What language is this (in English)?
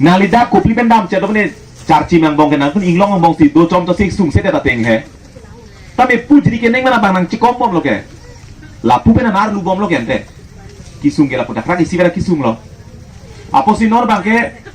Karbi